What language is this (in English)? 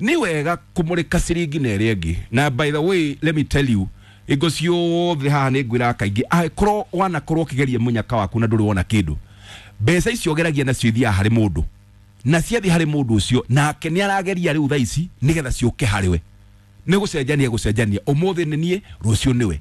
Kikuyu